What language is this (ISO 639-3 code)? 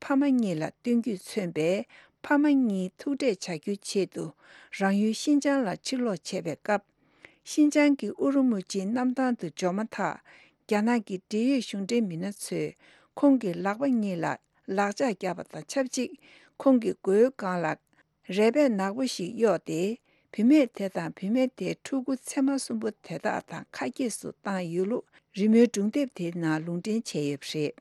bod